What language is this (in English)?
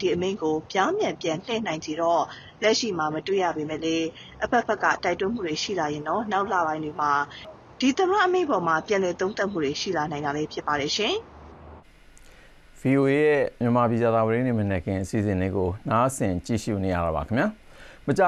Burmese